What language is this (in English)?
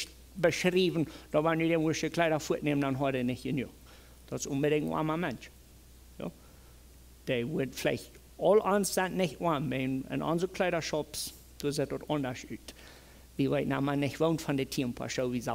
Plautdietsch